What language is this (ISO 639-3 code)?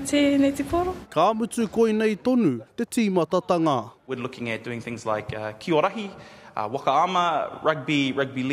mri